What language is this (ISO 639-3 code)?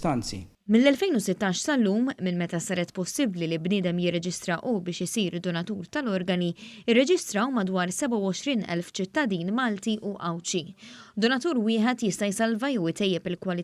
mlt